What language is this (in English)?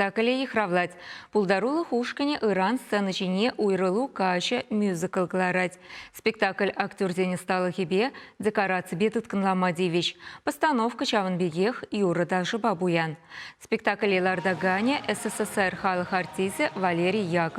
Chuvash